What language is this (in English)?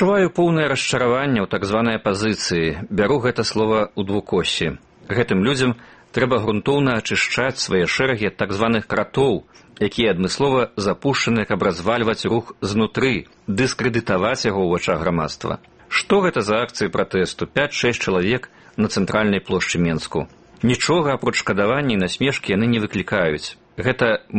Belarusian